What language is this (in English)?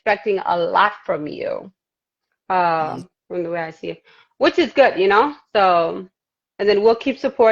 Nuer